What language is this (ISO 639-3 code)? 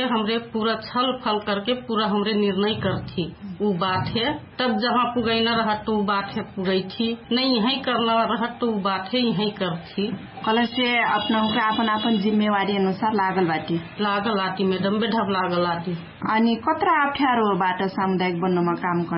thl